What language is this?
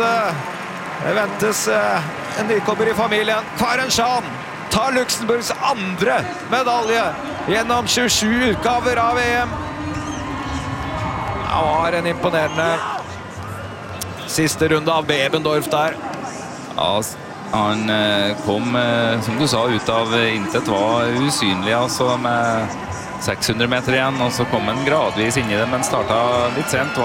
Norwegian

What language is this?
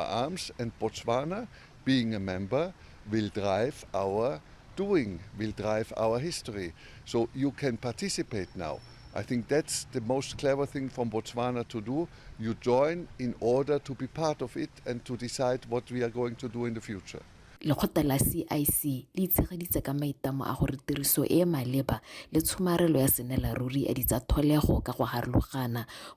Tswana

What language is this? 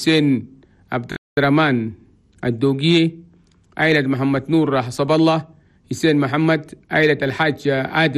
Chadian Arabic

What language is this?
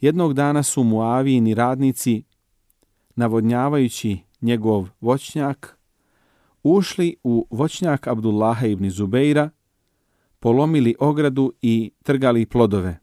Bosnian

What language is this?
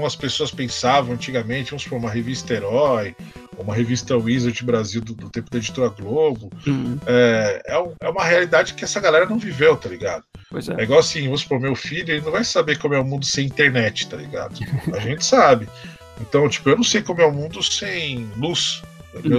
Portuguese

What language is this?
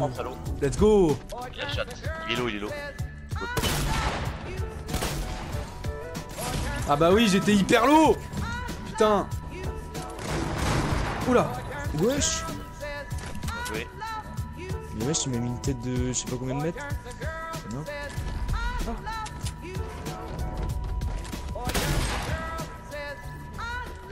French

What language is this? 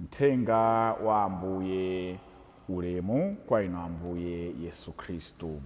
Nyanja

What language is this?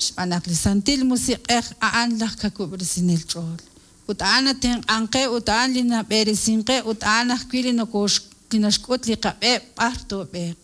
Kekchí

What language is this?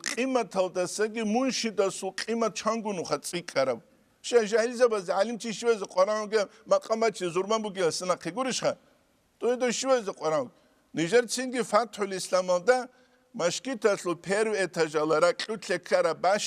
Avaric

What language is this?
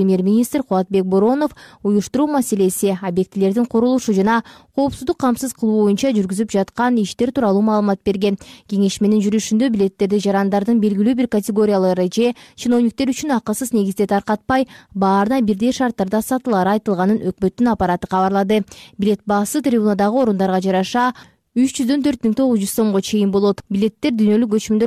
Kyrgyz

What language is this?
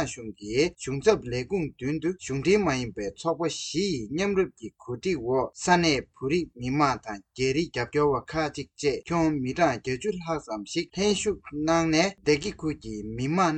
Tibetan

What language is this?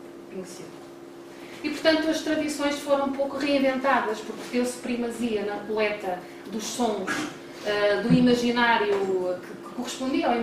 Portuguese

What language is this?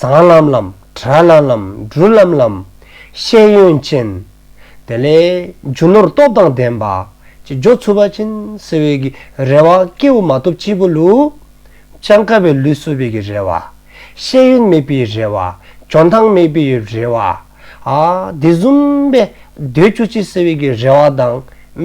Dzongkha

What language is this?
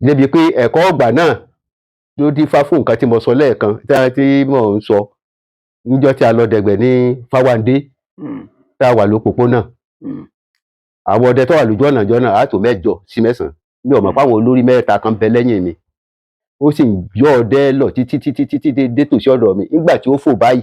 Yoruba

